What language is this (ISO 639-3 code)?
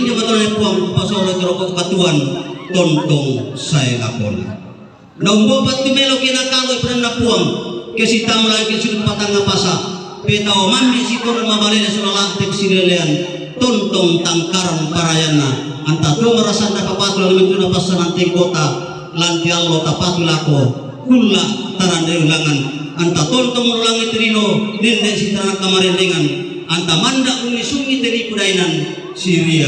sda